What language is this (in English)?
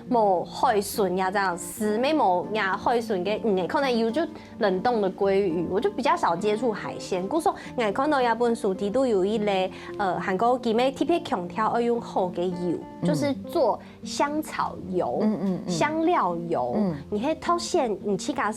Hakka Chinese